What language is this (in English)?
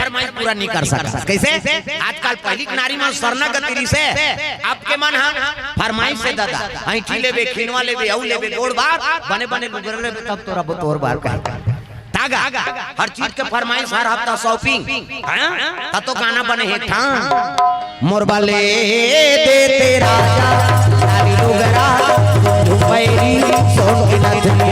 Chhattisgarhi